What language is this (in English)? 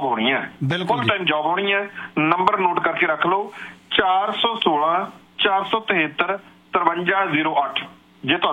Punjabi